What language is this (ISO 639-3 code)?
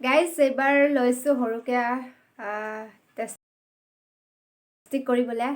asm